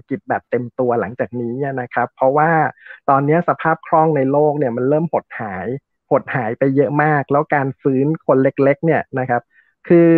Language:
Thai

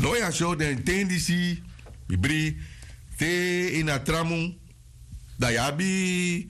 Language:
Sranan Tongo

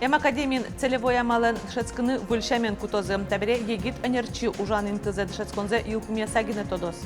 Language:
Udmurt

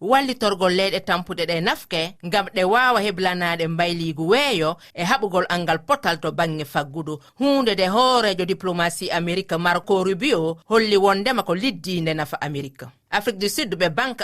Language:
Fula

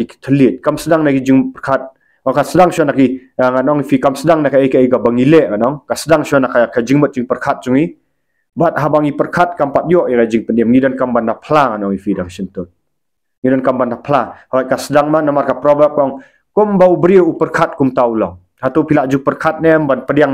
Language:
Khasi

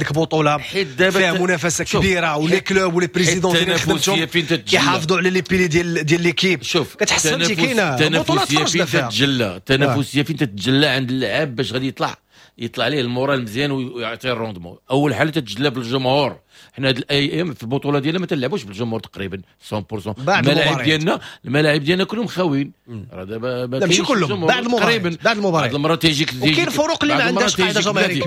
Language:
Moroccan Arabic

